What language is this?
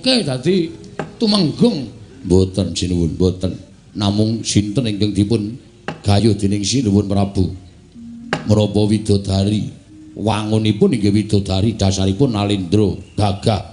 Javanese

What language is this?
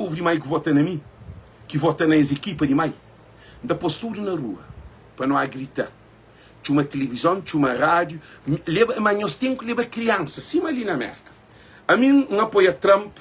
Kabuverdianu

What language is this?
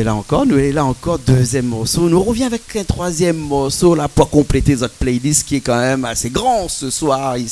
Réunion Creole French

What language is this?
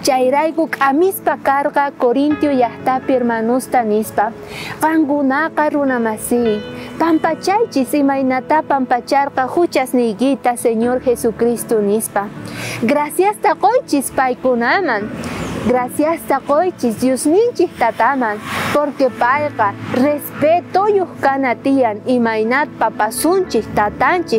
South Bolivian Quechua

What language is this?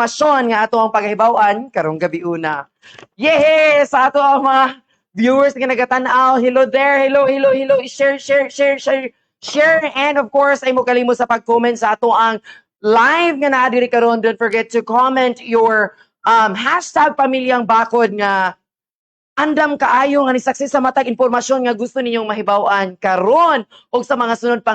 Cebuano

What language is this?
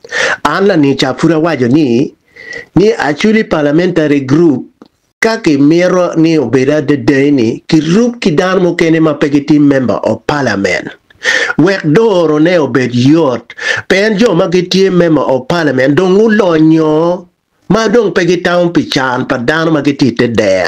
Acoli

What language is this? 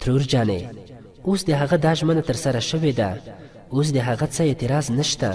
Pashto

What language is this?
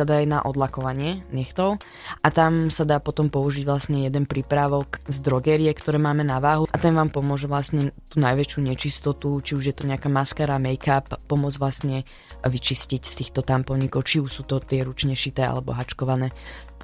Slovak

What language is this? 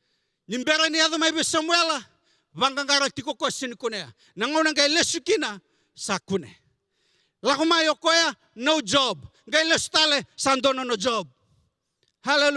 Fijian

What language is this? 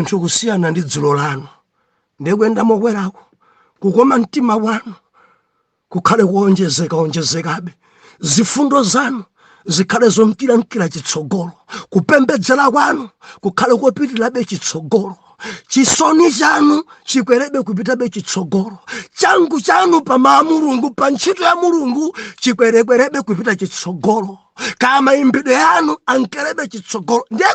Nyanja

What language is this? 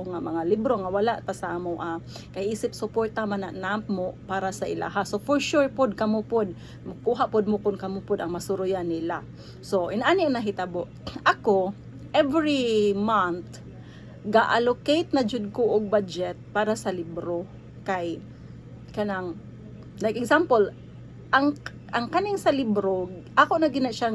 Cebuano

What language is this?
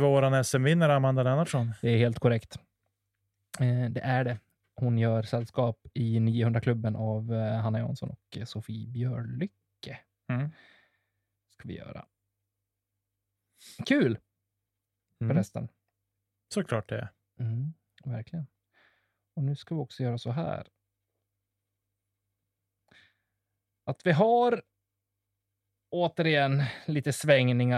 Swedish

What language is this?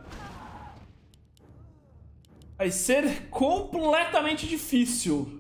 Portuguese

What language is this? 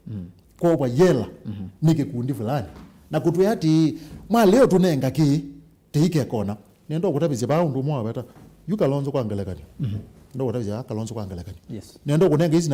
Kamba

